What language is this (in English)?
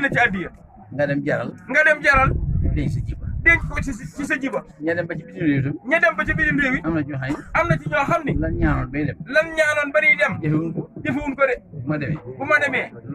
Wolof